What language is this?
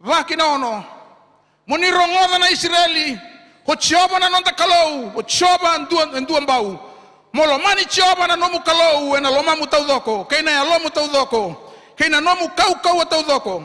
Fijian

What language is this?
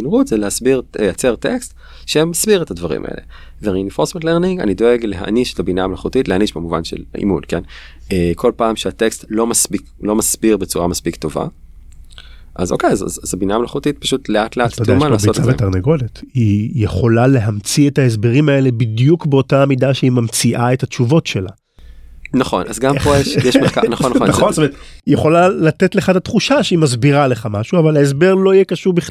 Hebrew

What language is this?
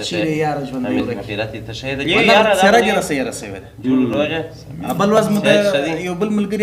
Pashto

